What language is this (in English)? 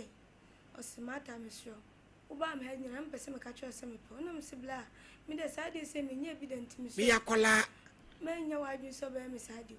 Akan